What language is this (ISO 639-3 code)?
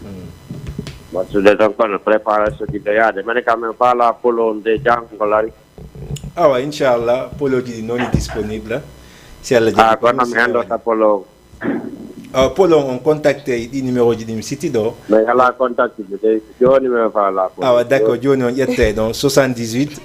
ful